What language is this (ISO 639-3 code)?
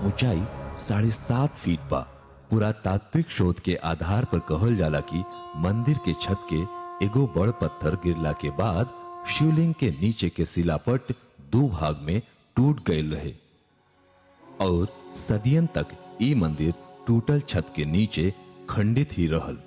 bho